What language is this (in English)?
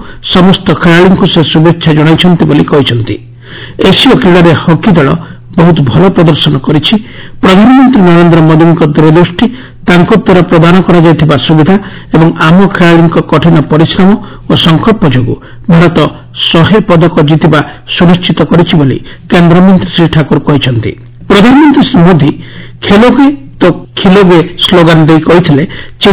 Odia